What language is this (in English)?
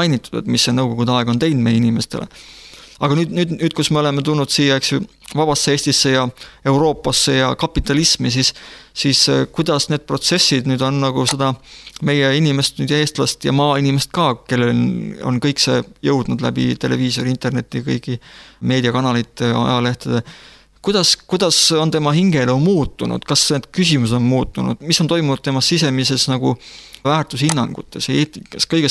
Estonian